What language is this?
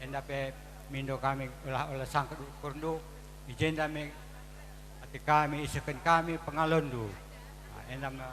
Batak Karo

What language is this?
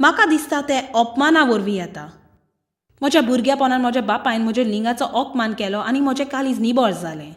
Konkani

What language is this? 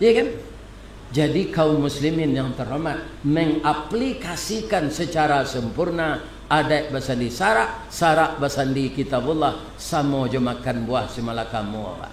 Minangkabau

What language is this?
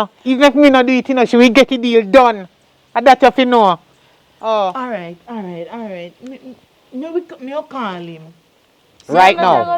Jamaican Creole English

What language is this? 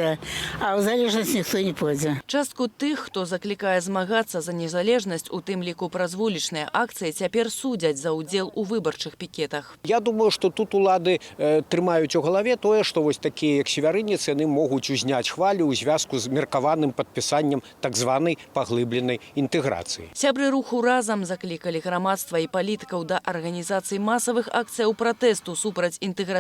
Belarusian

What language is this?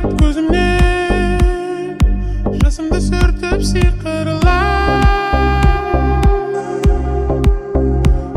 Kazakh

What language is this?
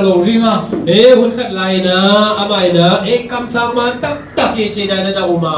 Tedim Chin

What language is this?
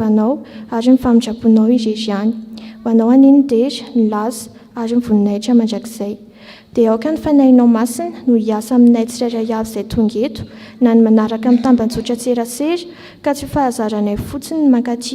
Malagasy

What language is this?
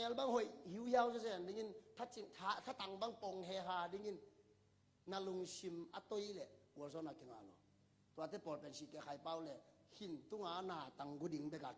Tedim Chin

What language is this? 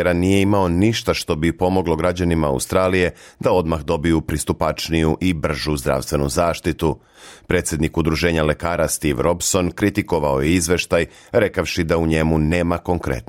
Serbian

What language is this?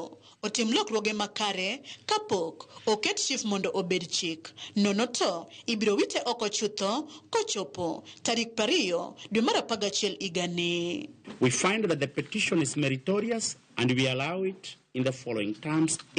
Luo (Kenya and Tanzania)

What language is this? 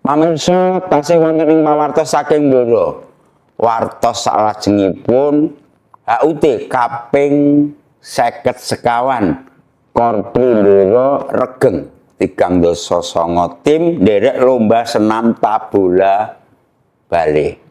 Javanese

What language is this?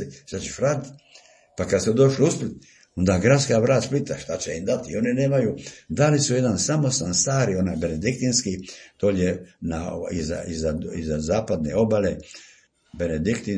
Croatian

